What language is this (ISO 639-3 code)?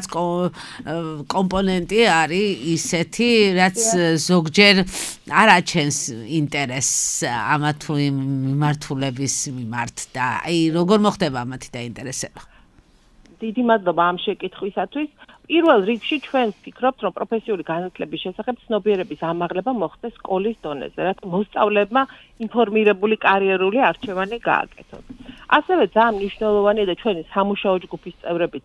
kat